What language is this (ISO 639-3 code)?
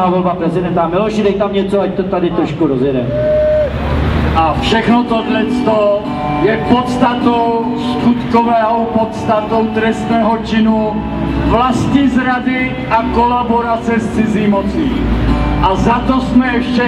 ces